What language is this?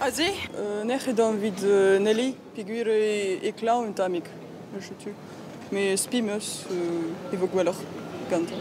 Breton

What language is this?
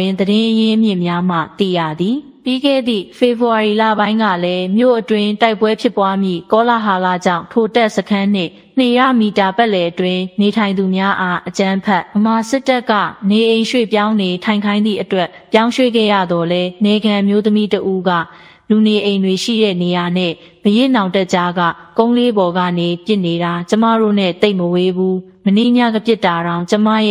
Burmese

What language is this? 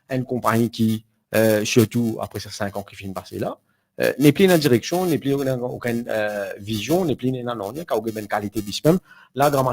Morisyen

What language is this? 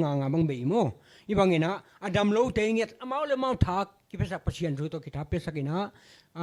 Tedim Chin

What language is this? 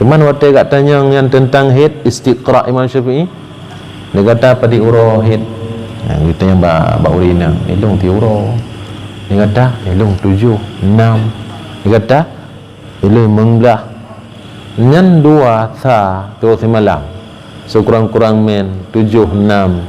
Achinese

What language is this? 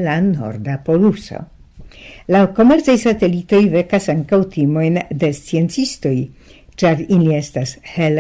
Esperanto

